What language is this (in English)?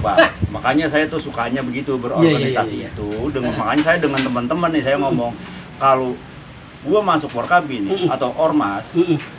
Betawi